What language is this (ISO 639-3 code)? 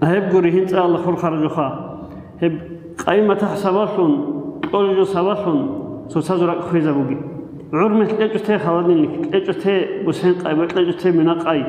ava